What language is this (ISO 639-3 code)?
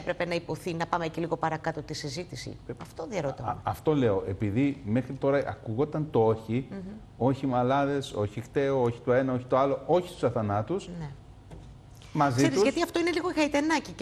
ell